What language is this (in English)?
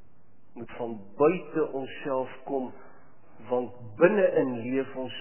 Afrikaans